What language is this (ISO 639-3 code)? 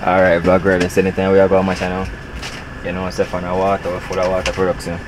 jam